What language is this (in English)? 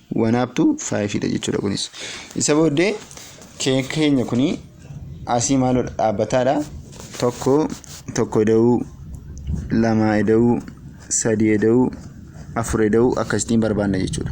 Oromo